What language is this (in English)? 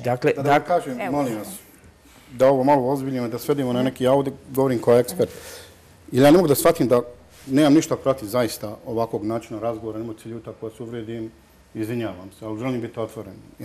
Bosnian